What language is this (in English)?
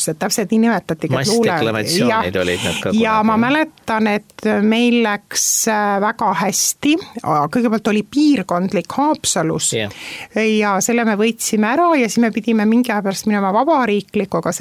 Estonian